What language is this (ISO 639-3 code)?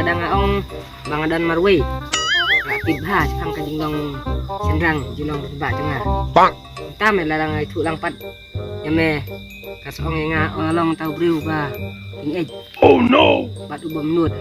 kha